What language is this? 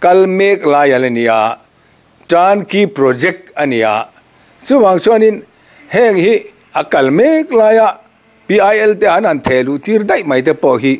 Mizo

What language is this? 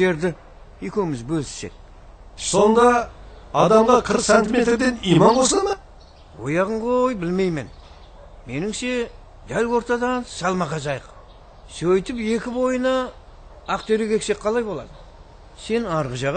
Kara-Kalpak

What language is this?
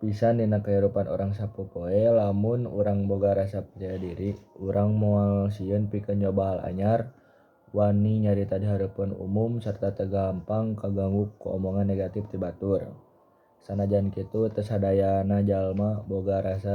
Sundanese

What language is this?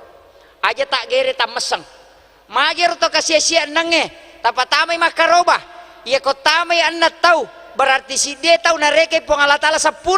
Buginese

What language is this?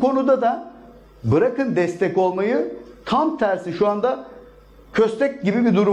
Turkish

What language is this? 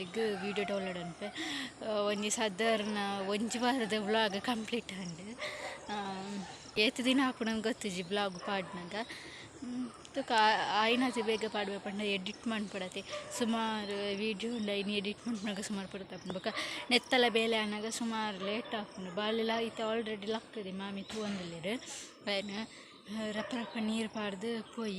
Tulu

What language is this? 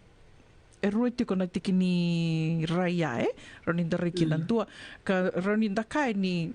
Fijian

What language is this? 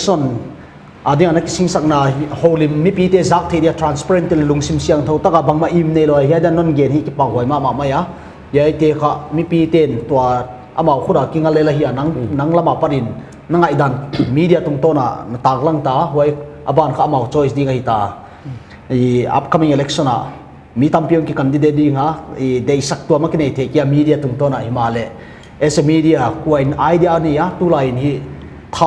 Paite Chin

